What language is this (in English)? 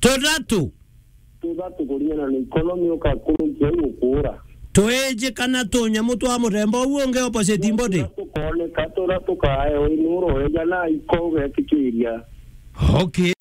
Meru